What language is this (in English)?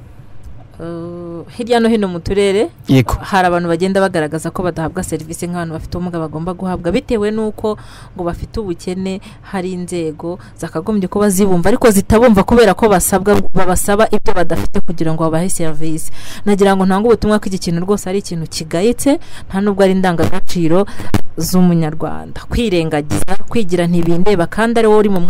Kinyarwanda